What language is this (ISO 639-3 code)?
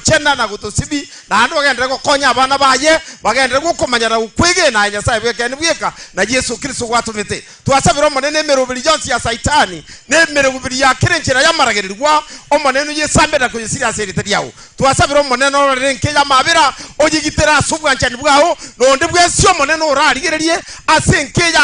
guz